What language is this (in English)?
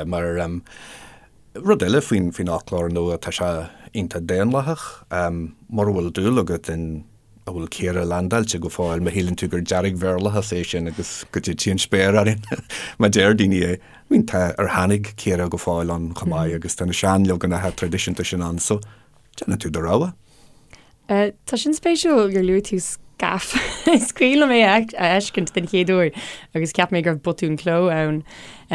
Irish